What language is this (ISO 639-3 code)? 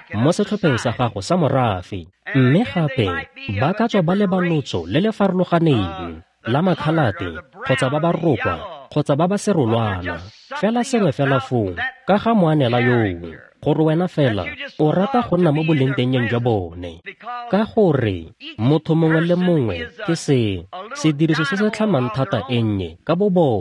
tsn